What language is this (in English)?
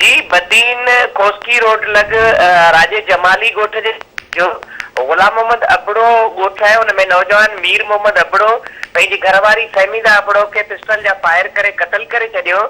Sindhi